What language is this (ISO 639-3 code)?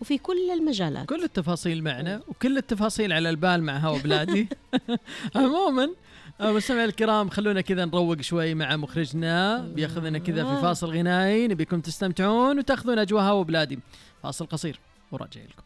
ars